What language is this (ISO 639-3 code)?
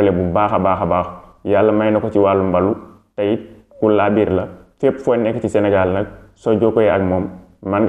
wol